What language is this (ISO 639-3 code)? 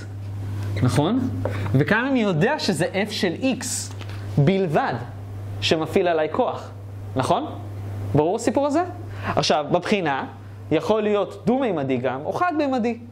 heb